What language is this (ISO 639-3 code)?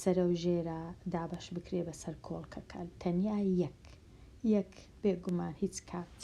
ckb